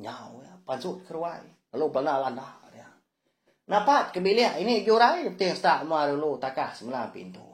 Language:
Iban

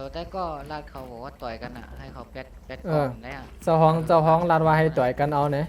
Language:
Shan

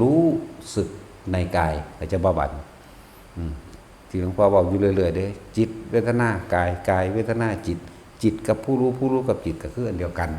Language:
Northeastern Thai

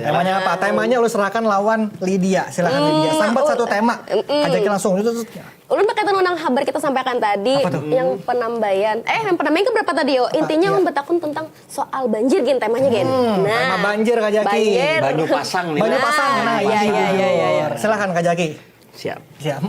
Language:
Banjar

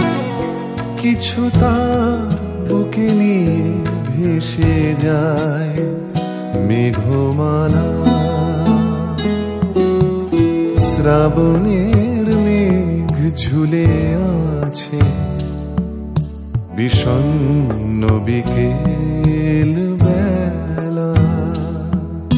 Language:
Bangla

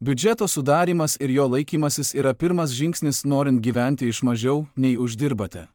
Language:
Lithuanian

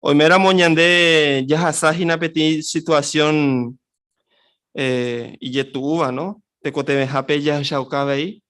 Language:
Guarani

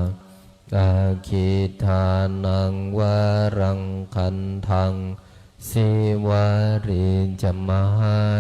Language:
Pali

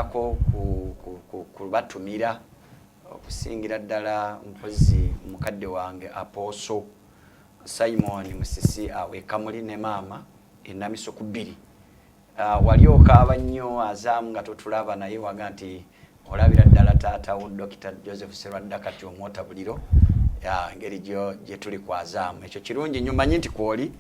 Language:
Ganda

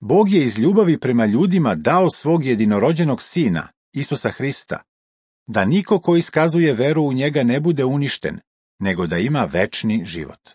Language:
Serbian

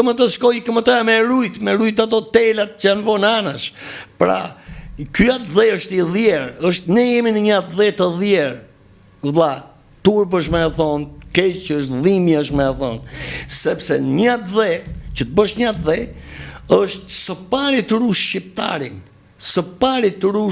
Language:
Albanian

